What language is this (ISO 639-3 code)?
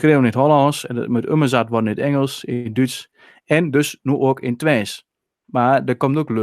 fry